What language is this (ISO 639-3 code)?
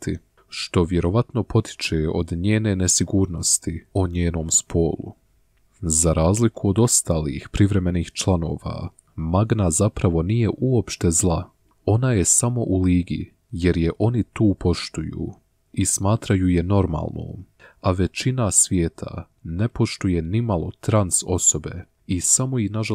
bos